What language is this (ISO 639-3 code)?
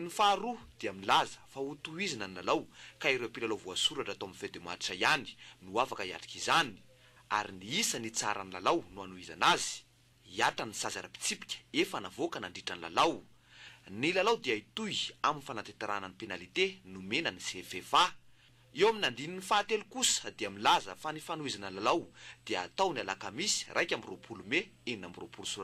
mlg